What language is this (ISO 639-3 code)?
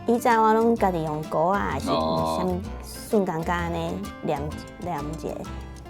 nan